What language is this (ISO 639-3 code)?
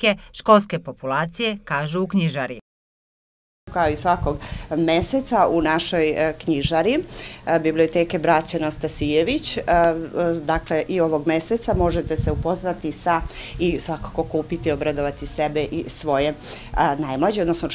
srp